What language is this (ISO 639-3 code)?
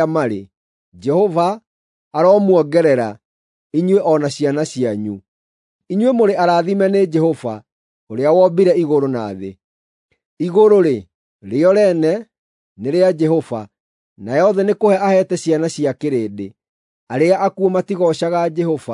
kik